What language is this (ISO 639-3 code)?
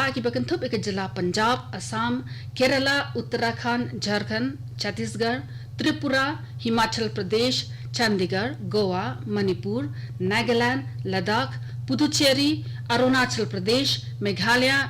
kha